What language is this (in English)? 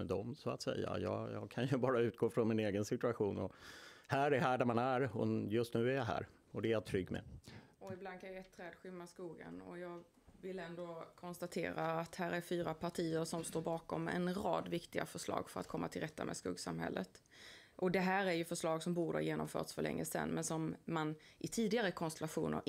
Swedish